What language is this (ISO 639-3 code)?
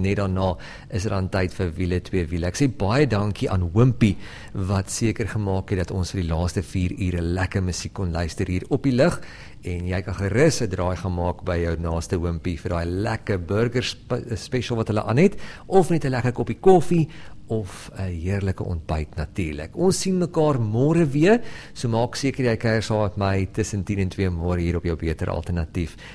afr